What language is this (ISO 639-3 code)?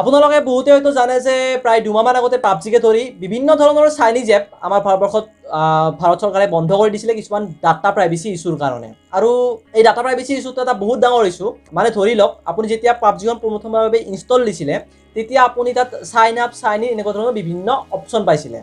asm